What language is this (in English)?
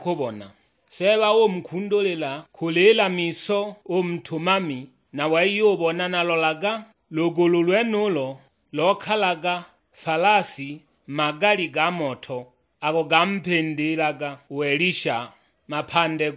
Sukuma